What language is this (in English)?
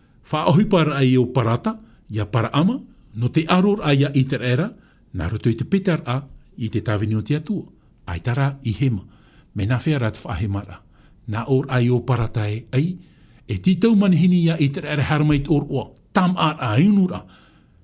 Tahitian